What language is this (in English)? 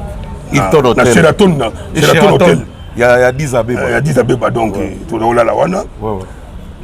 Lingala